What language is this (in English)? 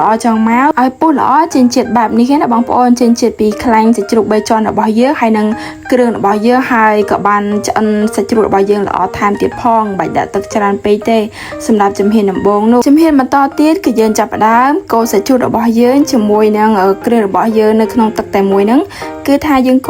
Khmer